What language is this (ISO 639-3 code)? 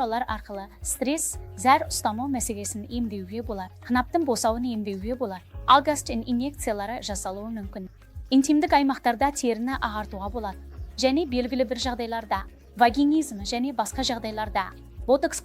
kaz